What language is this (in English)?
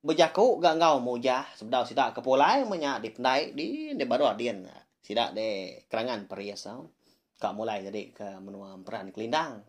Iban